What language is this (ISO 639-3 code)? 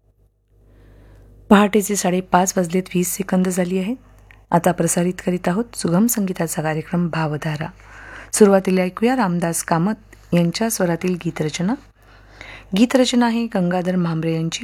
mar